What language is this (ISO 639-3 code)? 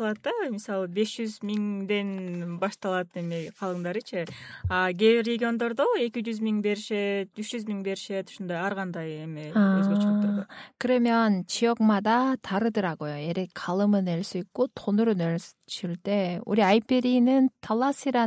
kir